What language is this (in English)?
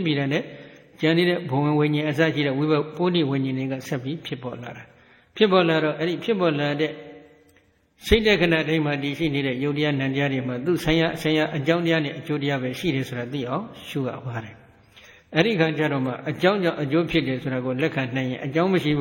Burmese